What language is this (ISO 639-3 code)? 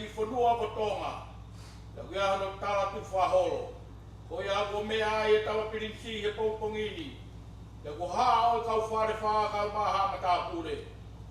ton